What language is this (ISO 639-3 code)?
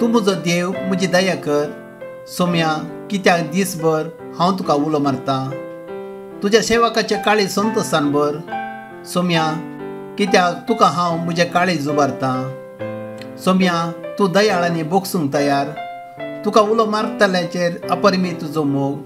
kok